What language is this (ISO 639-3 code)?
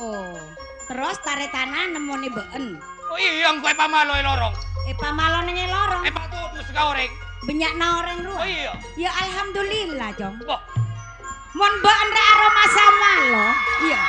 mad